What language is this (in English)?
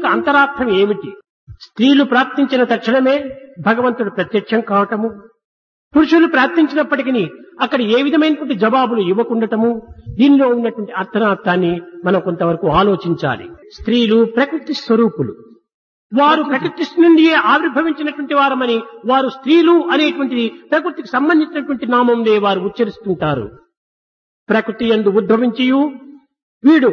Telugu